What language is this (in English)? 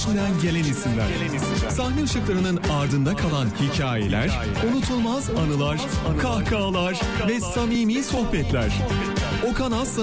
Turkish